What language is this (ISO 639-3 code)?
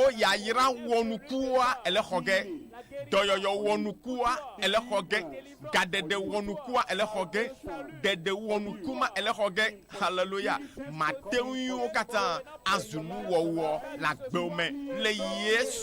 ewe